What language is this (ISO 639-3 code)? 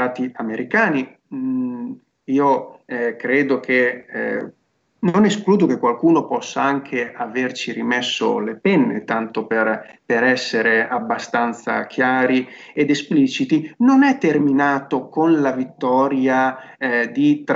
ita